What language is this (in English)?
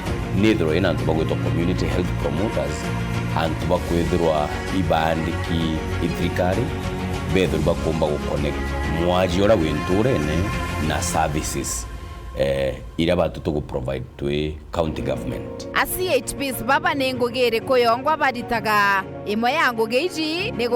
Meru